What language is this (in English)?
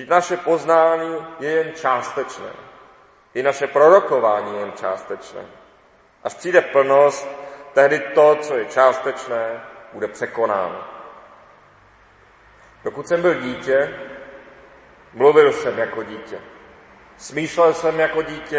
Czech